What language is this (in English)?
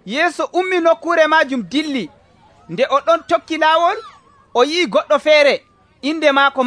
Nigerian Fulfulde